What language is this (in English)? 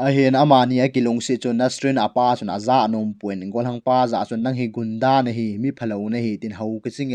Thado Chin